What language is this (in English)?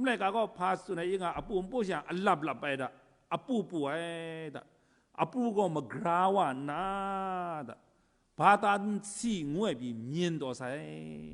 Kachin